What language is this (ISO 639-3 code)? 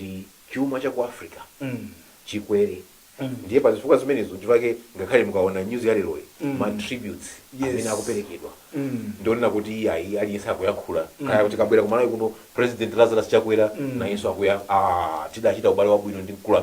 nya